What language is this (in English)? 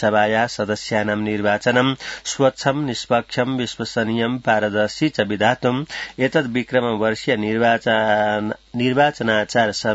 Sanskrit